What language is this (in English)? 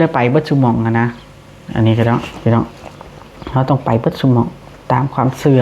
Lao